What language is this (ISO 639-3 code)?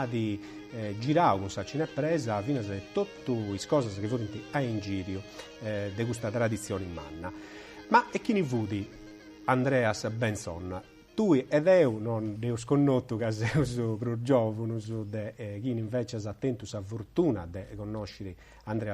srd